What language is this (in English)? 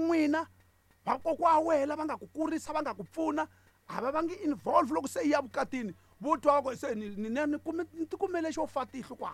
Tsonga